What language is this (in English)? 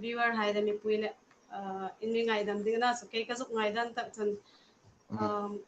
Hmar